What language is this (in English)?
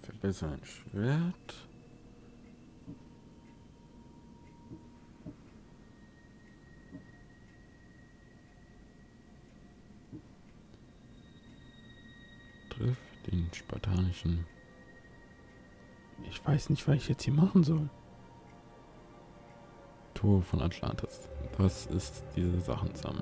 German